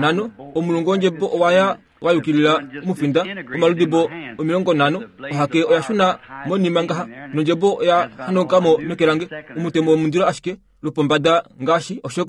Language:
Kuanyama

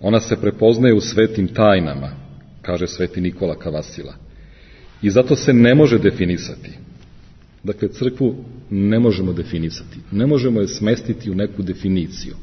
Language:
Serbian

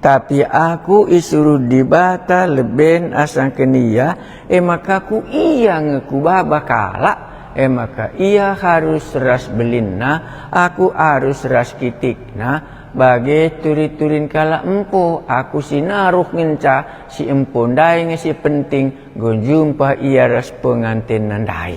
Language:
Batak Karo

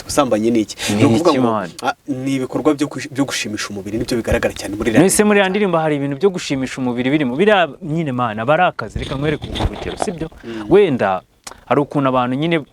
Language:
Kinyarwanda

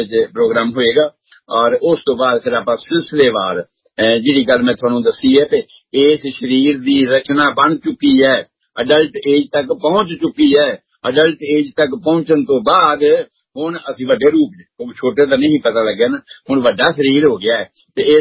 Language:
Punjabi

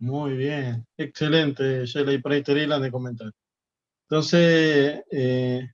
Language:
Guarani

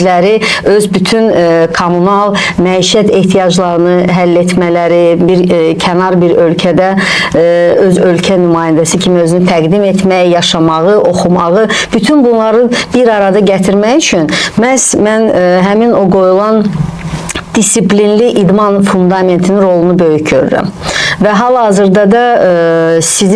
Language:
Azerbaijani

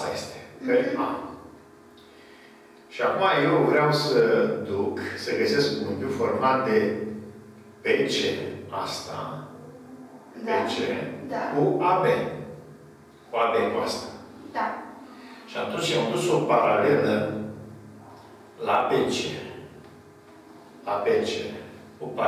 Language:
Romanian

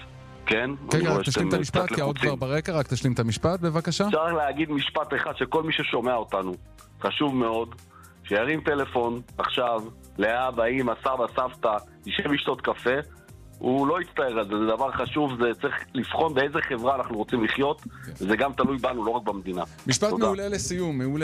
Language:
Hebrew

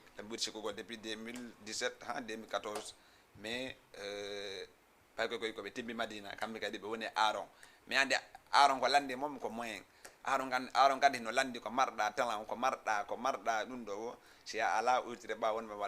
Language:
Fula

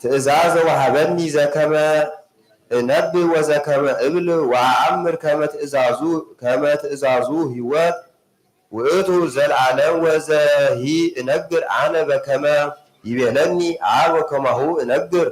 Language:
Geez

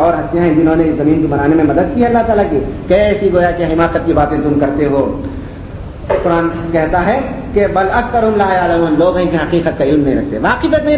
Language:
Urdu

